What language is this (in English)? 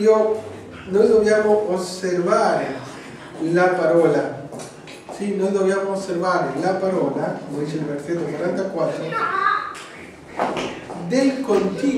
Italian